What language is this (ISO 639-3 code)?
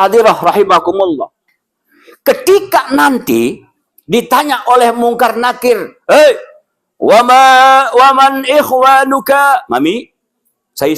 sas